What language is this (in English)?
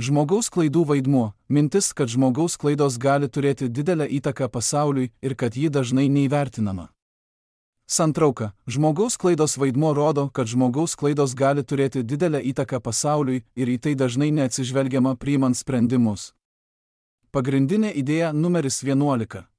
Lithuanian